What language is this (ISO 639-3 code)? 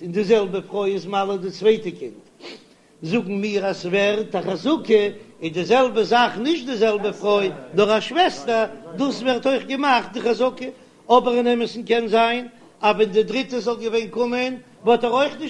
yid